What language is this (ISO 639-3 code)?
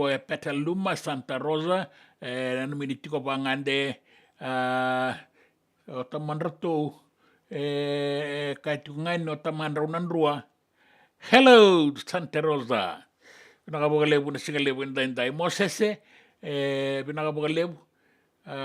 fij